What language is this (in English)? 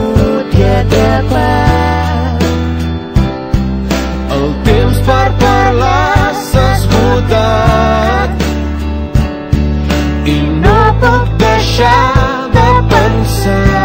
Catalan